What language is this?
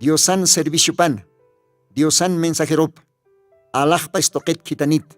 Aymara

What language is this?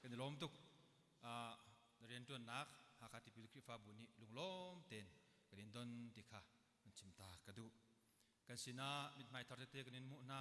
Hakha Chin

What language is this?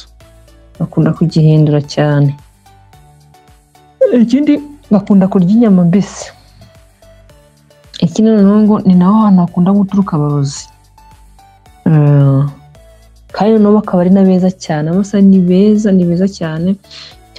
Kinyarwanda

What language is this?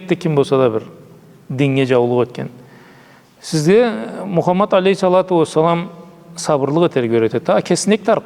Karachay-Balkar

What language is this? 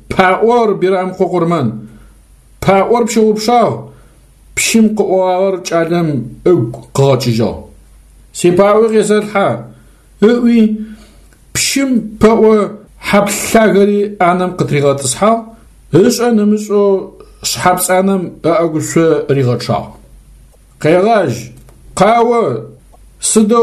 Adyghe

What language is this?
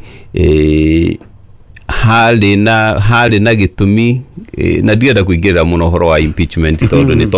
Kikuyu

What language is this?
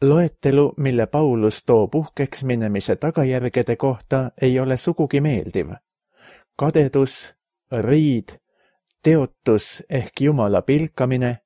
Estonian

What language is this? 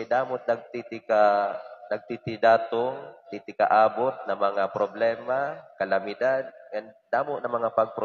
Waray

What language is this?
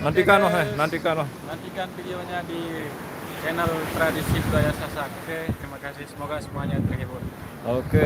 Sasak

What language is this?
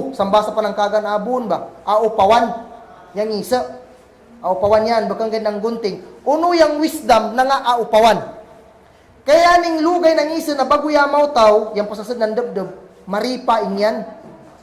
Kagan Kalagan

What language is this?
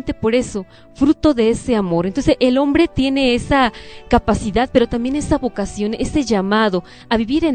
Spanish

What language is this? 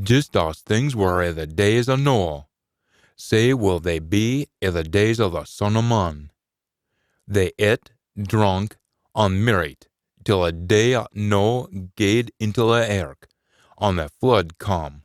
Scots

